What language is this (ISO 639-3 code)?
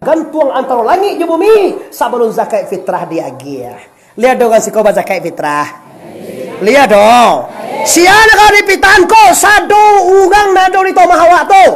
min